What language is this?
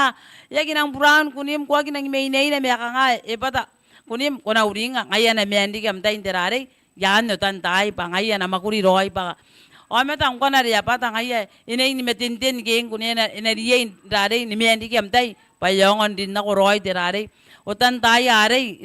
Gilbertese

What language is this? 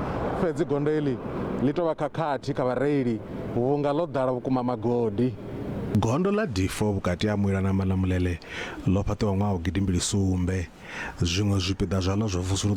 Venda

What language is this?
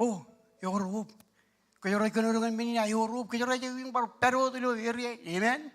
Marshallese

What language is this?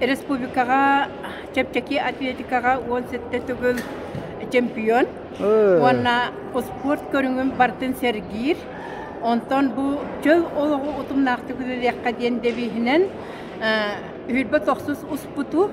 Yakut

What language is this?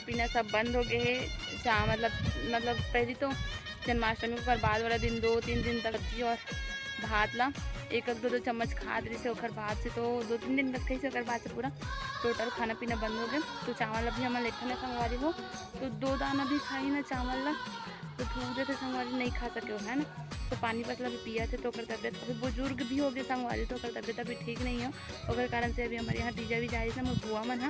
Chhattisgarhi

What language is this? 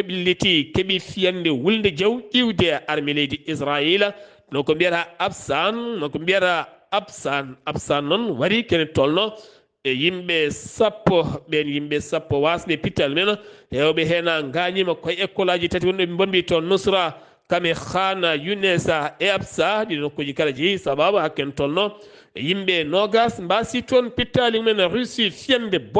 Fula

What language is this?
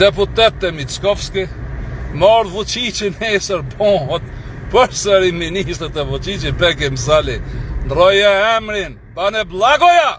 Albanian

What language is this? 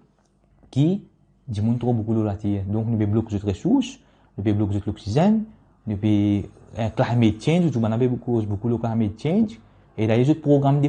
Morisyen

